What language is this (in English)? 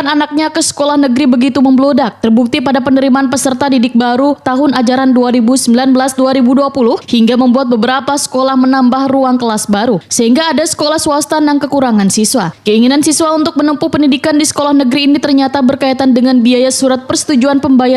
Banjar